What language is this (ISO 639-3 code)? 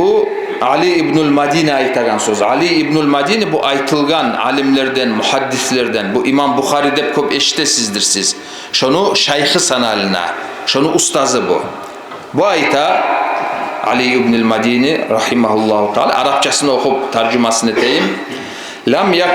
kum